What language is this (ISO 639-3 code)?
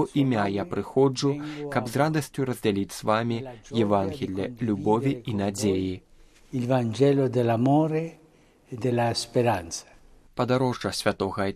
bel